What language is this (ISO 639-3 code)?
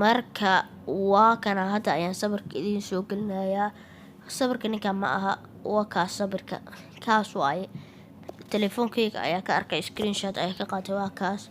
som